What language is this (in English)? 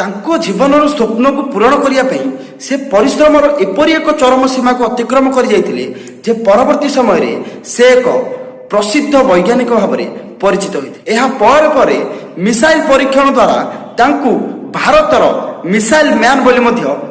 Odia